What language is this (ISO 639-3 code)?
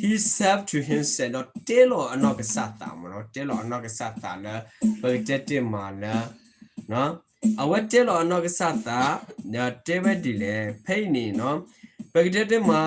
ksw